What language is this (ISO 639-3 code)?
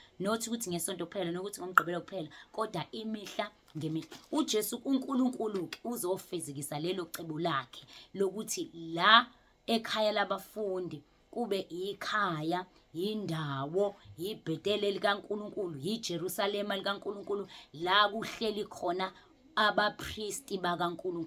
zul